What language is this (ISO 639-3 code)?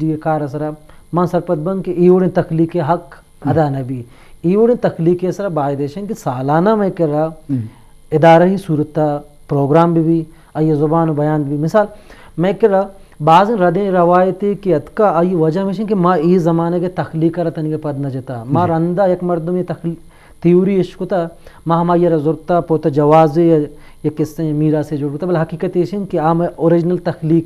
bgp